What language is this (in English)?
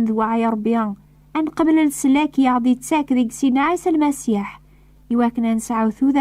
Kabyle